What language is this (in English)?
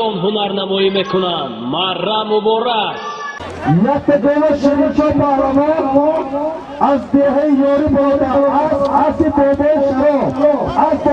Tajik